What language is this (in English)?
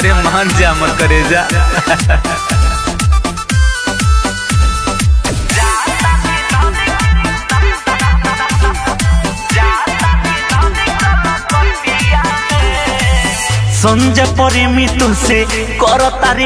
Bhojpuri